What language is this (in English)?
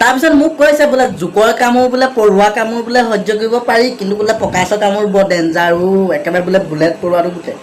Assamese